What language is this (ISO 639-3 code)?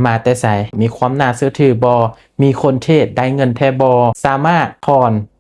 lao